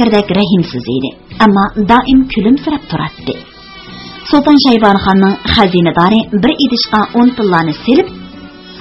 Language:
Uyghur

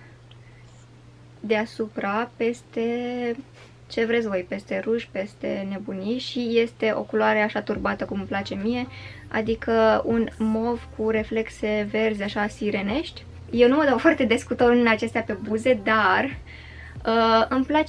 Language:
Romanian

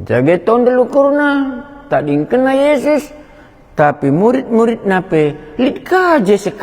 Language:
Batak Karo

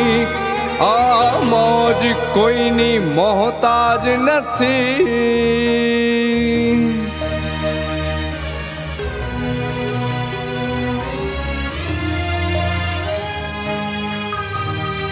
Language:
Gujarati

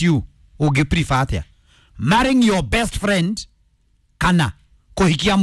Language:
Kikuyu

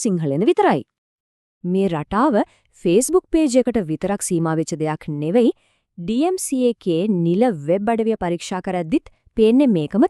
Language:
Sinhala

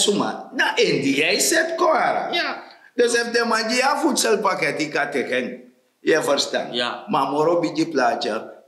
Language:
Sranan Tongo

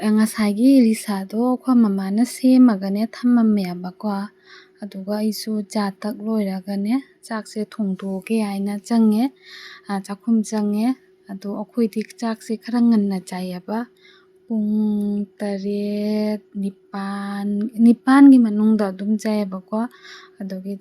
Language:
Manipuri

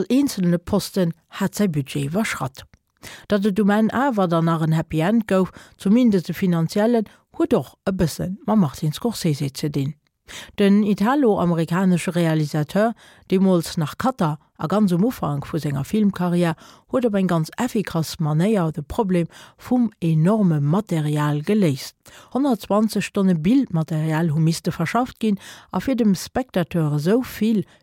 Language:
Luxembourgish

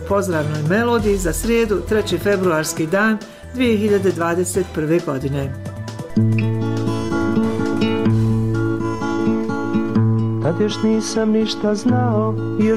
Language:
Bosnian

